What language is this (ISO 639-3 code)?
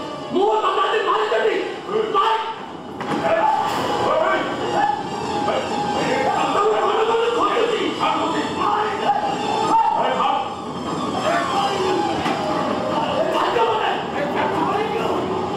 ori